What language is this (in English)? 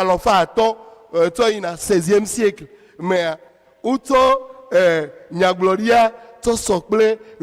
Ewe